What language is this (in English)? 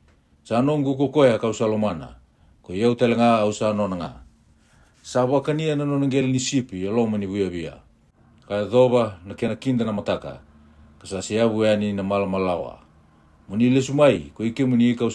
Fijian